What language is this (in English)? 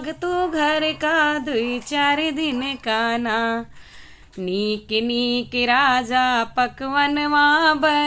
Awadhi